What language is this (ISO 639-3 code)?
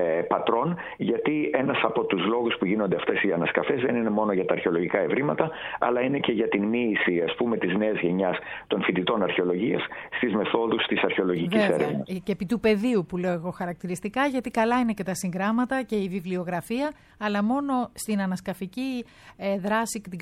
ell